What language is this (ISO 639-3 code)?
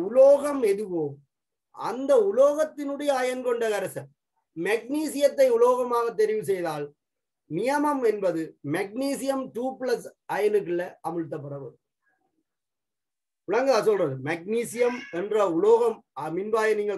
tam